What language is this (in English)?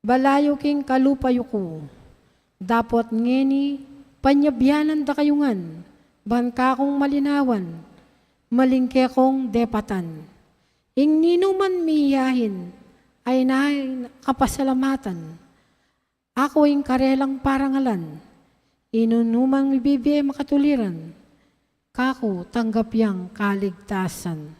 Pampanga